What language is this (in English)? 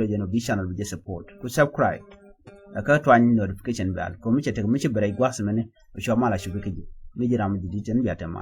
Nuer